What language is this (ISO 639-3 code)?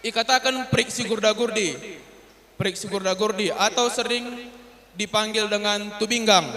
btx